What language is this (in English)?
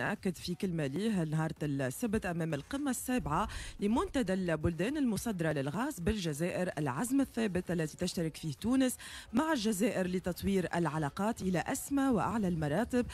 Tunisian Arabic